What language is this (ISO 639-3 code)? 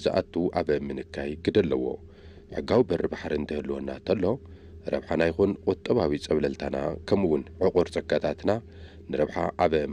tir